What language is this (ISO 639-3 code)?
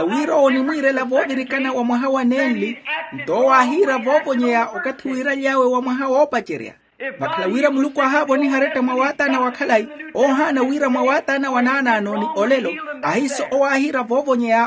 vmw